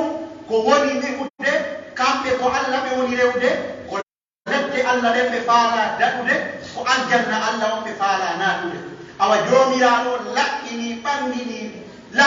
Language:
Pular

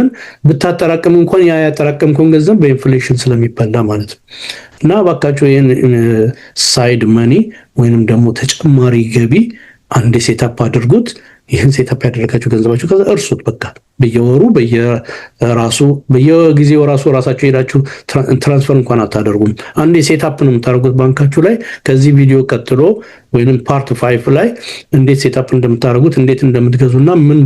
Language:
Amharic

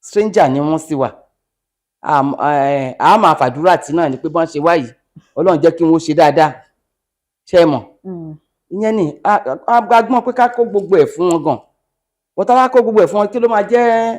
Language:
Yoruba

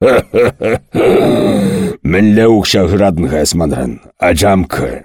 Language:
Chuvash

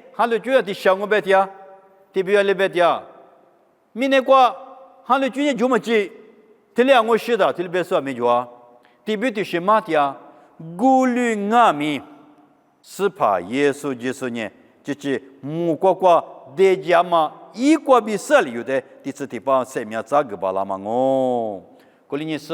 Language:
Lisu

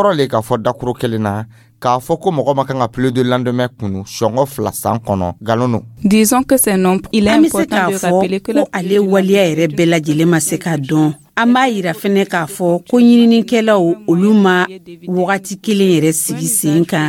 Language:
Dyula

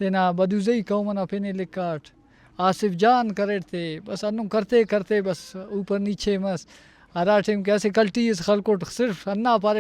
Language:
Brahui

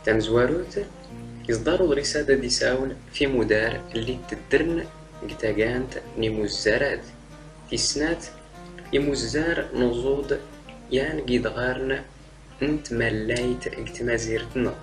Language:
Standard Moroccan Tamazight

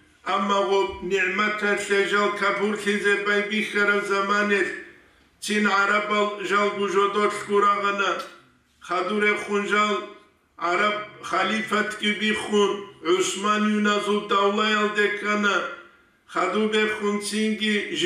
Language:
Avaric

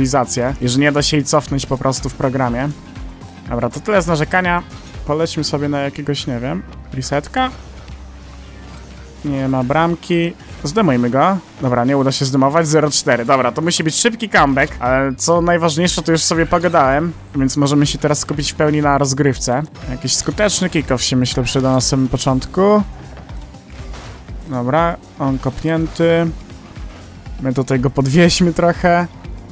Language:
Polish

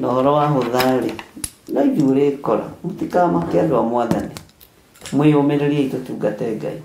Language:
Kikuyu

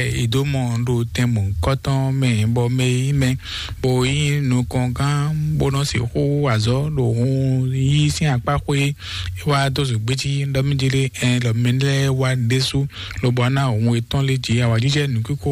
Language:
Fon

